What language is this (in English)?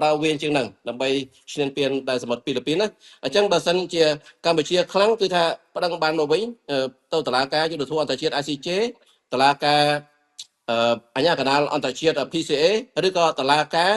Khmer